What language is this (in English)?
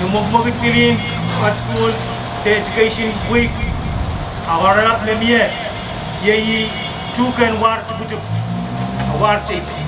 Pohnpeian